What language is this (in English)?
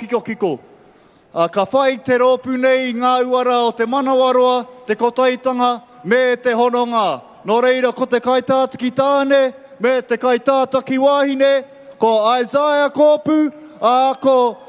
Māori